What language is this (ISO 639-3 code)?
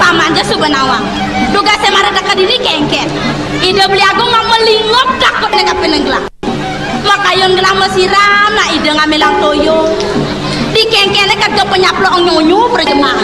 ban